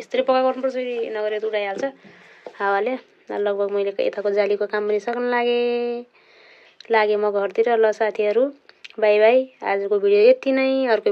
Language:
Nepali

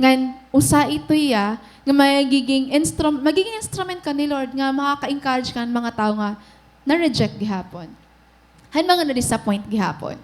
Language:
Waray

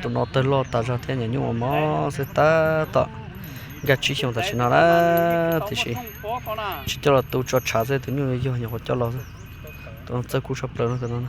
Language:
Hmong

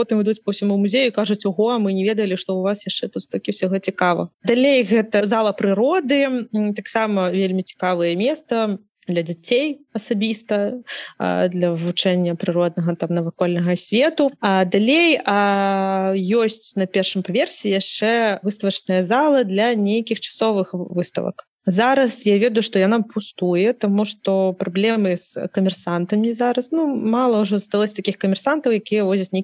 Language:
Belarusian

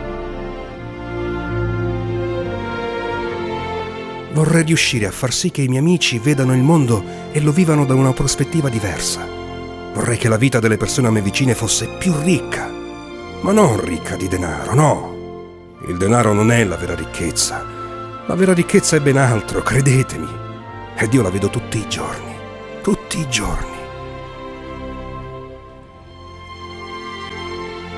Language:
Italian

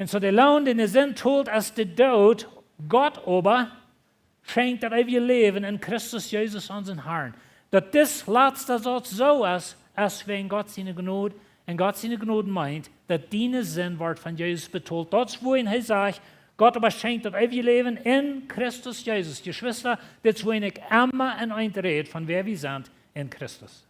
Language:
Plautdietsch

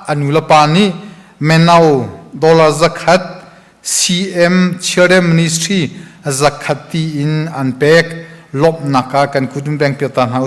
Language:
Hakha Chin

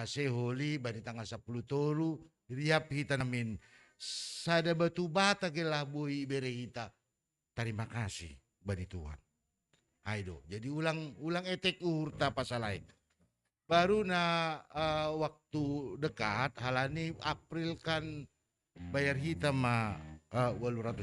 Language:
Batak Simalungun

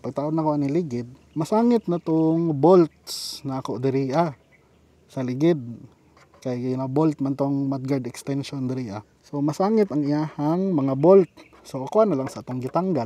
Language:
Cebuano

